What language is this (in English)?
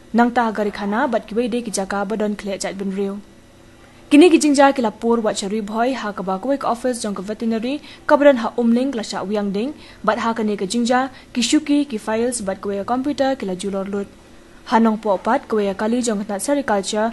Khasi